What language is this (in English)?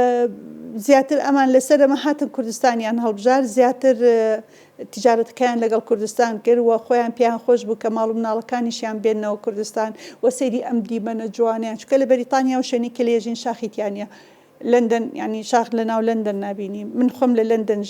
Central Kurdish